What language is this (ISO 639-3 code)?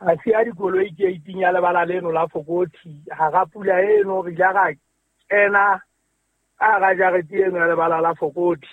sot